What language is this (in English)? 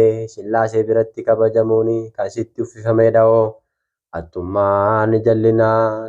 Oromo